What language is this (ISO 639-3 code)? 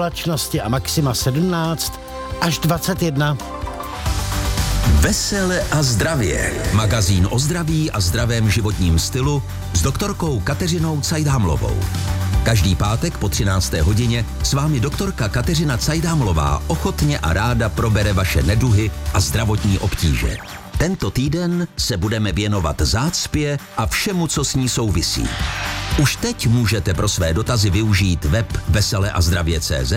ces